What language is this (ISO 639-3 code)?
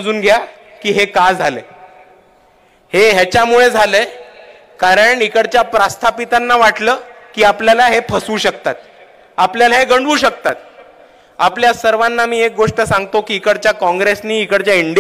mar